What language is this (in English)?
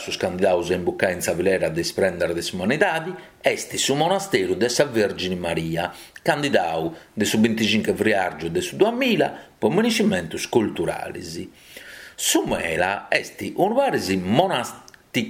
Sardinian